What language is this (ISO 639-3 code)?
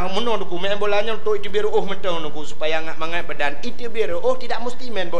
ace